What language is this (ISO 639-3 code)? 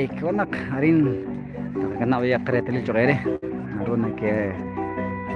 kek